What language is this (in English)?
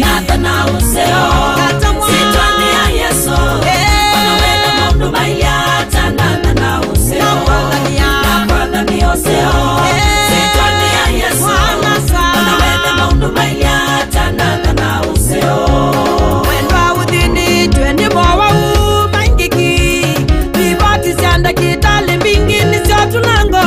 Kamba